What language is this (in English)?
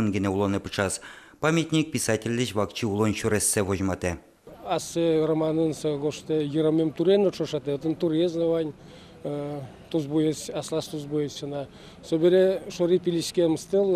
Udmurt